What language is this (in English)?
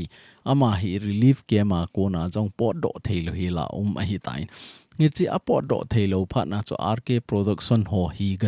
Thado Chin